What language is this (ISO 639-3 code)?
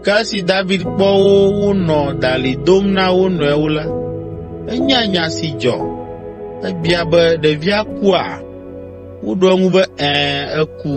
ewe